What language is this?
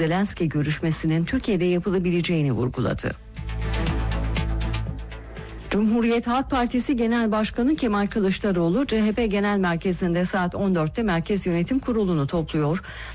Turkish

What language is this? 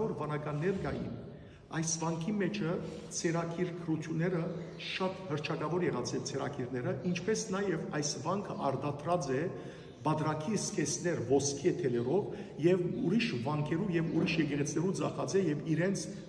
Western Armenian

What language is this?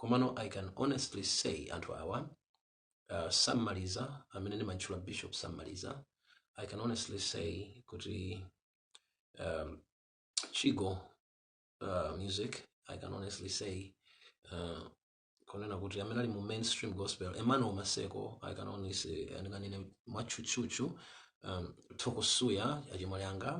Nyanja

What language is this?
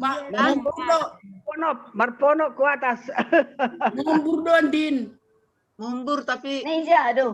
Batak Simalungun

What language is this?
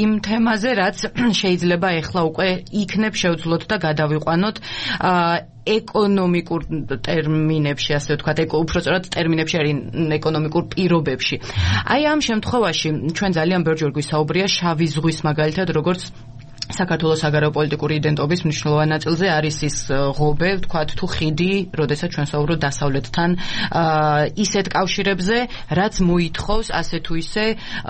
Georgian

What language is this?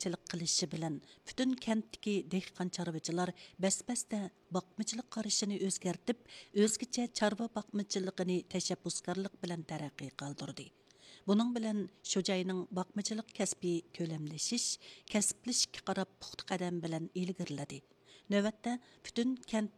Uyghur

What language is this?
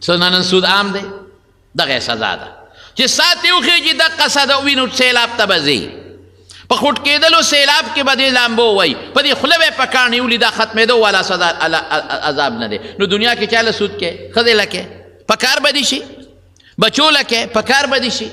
Pashto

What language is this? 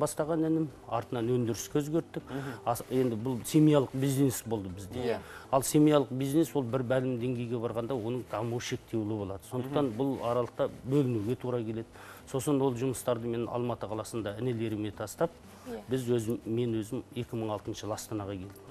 Kazakh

